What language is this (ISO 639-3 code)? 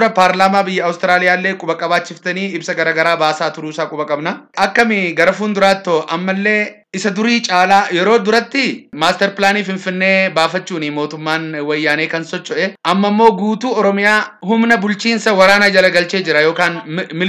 orm